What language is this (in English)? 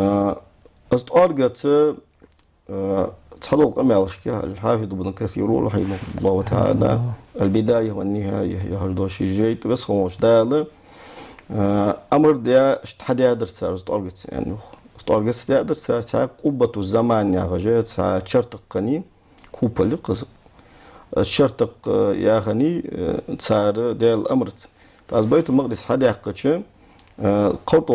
Ingush